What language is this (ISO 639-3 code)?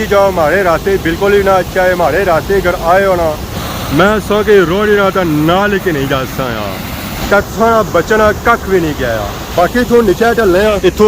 phr